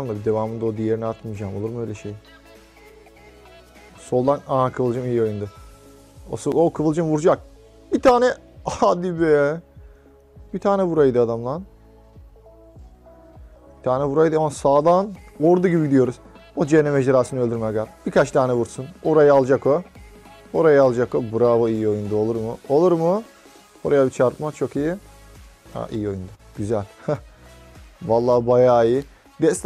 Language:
Turkish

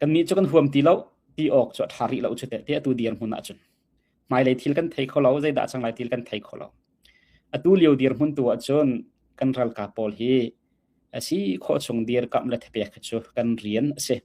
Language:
Hakha Chin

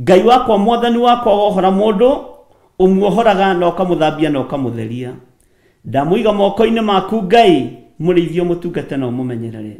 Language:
Kikuyu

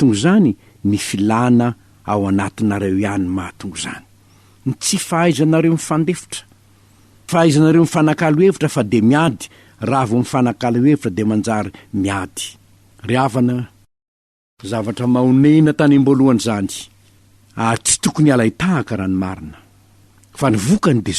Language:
Malagasy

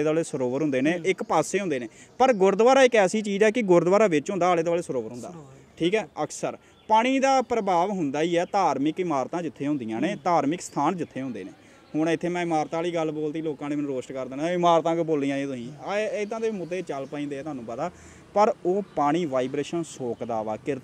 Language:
Punjabi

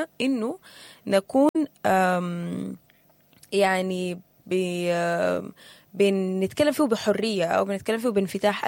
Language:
Sudanese Arabic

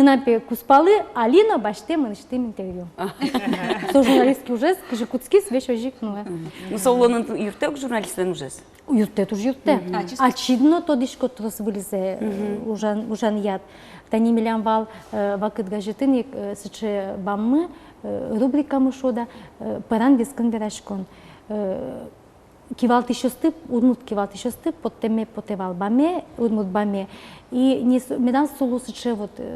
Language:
Udmurt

